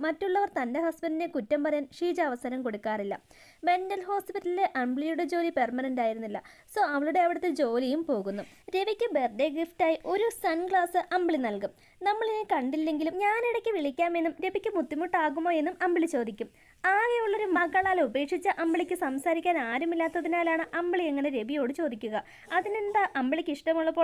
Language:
Malayalam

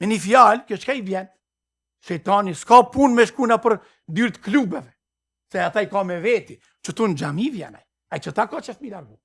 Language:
Albanian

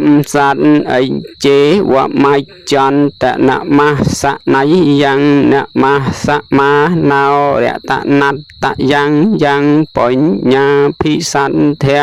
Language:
Khmer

